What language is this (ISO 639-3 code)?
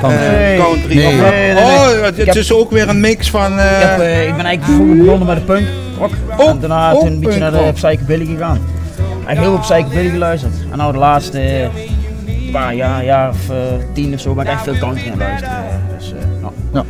lim